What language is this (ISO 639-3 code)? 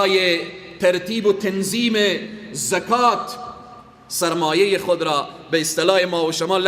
fas